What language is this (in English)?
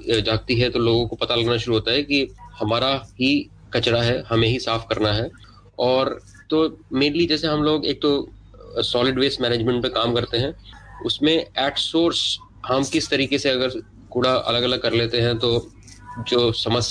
Hindi